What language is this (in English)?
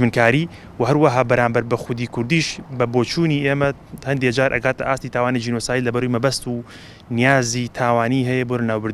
Central Kurdish